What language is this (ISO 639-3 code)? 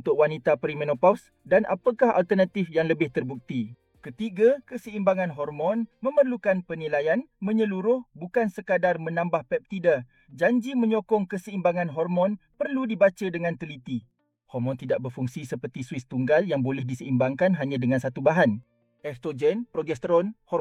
msa